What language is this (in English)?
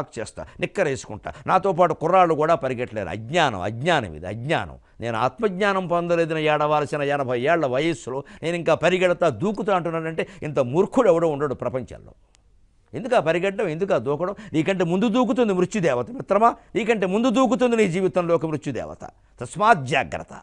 Telugu